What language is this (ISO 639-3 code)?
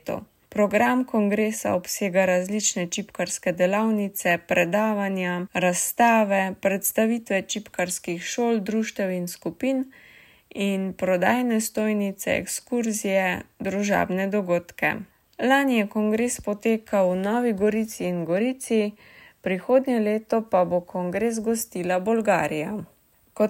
slv